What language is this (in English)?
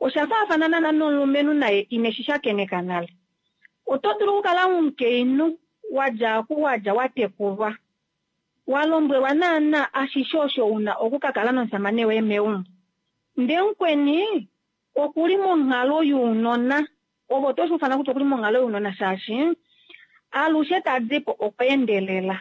Kuanyama